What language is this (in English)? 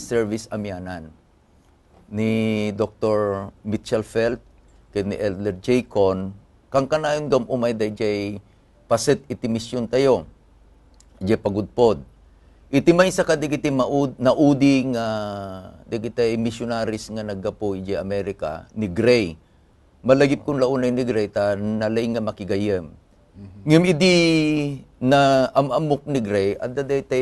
Iloko